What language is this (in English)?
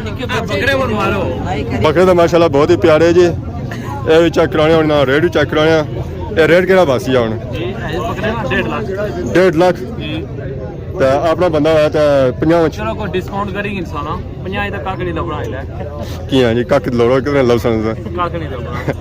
Pahari-Potwari